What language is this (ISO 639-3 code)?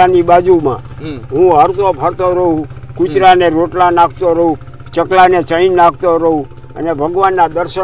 guj